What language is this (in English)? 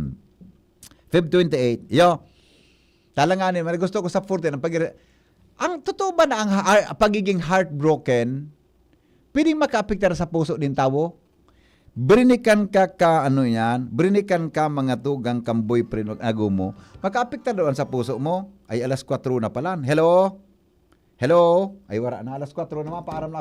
Bikol